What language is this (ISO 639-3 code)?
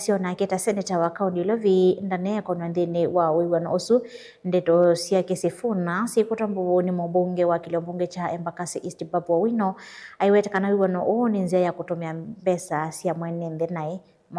kam